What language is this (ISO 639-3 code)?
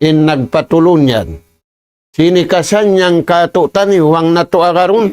tsg